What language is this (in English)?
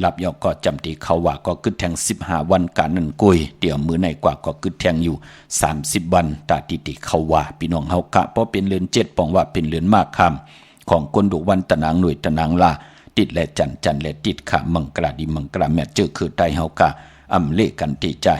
Shan